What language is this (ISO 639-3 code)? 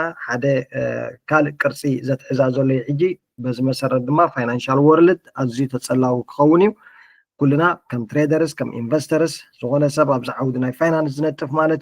tir